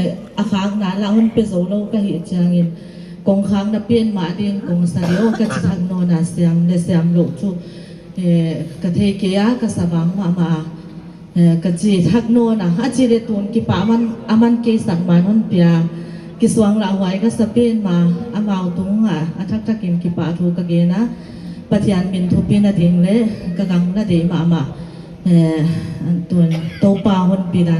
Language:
Paite Chin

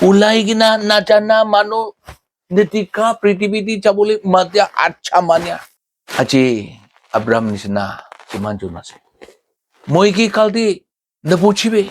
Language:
Naga Pidgin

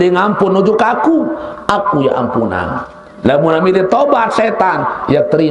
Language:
Sasak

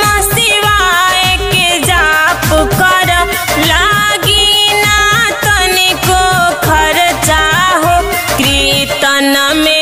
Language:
Bhojpuri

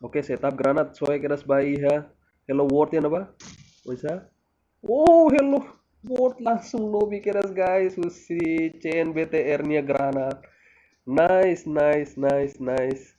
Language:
Tetum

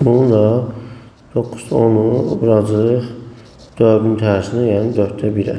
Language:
Azerbaijani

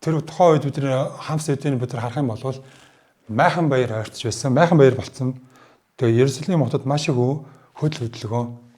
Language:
Mongolian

